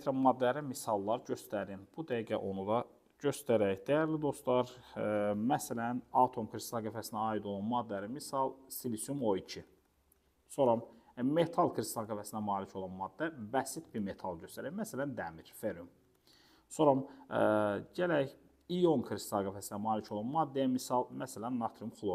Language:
Azerbaijani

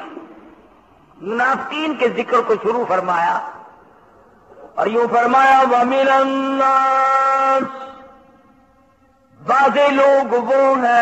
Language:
Urdu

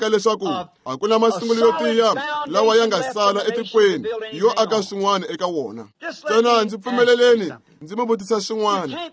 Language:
Tsonga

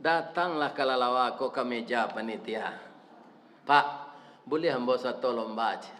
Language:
Minangkabau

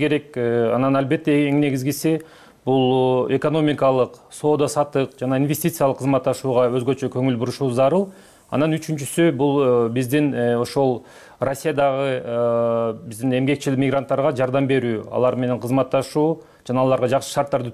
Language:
Kyrgyz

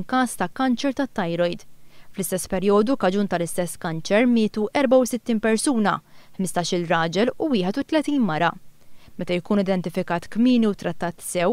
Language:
Maltese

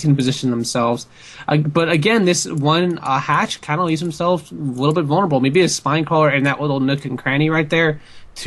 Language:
English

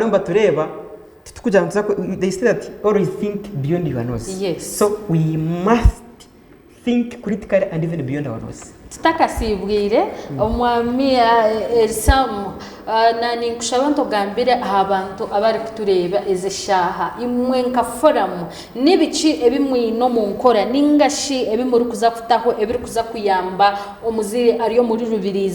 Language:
Nyankole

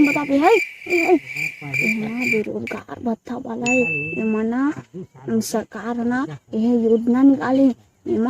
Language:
Chhattisgarhi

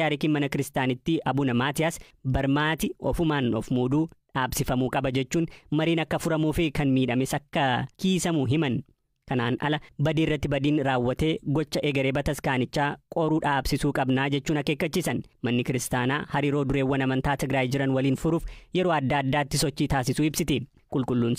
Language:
Oromo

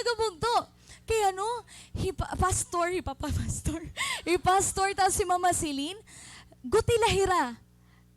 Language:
Waray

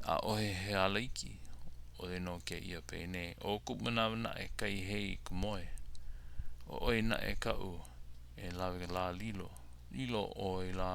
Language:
Hawaiian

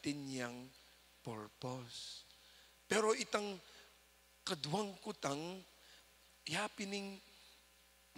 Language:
Pampanga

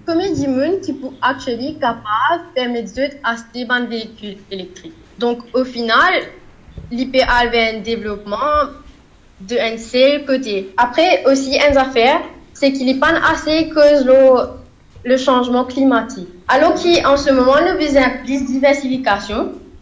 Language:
Morisyen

